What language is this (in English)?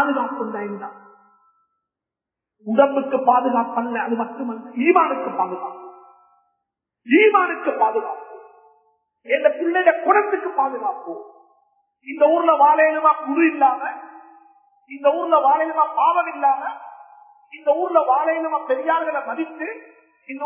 Tamil